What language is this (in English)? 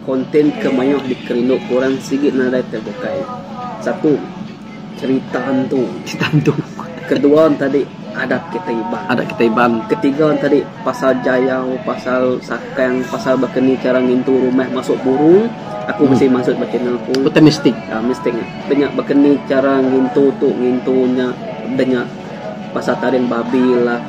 Iban